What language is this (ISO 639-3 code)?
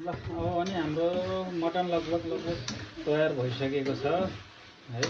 nep